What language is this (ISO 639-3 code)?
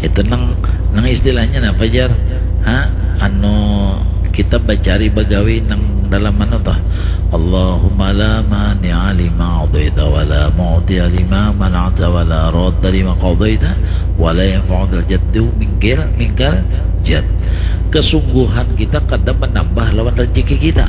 bjn